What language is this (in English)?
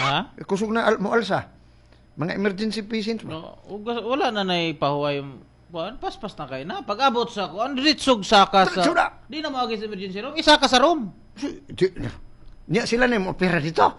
Cebuano